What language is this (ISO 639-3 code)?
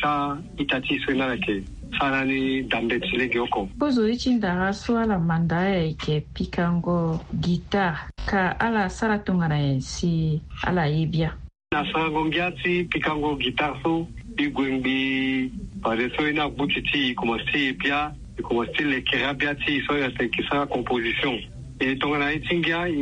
sag